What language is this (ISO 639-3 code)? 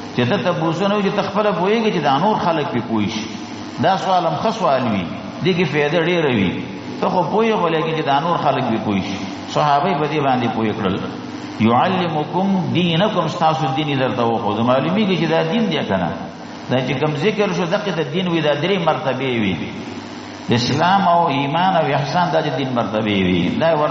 pus